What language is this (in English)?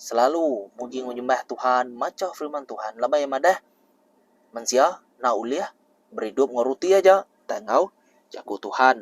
Iban